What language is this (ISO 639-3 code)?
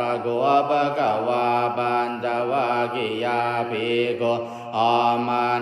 pli